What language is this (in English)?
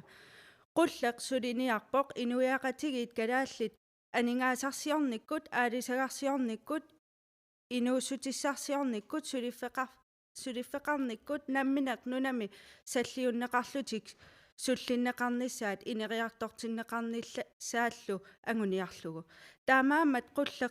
Kalaallisut